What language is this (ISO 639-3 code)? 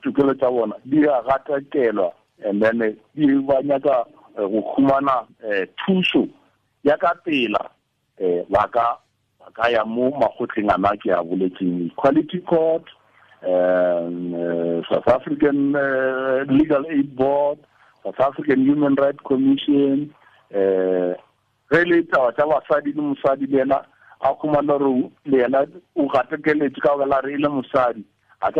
tsn